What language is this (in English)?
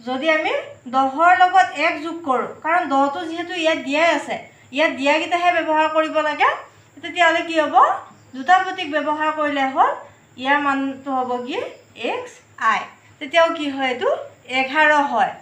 Assamese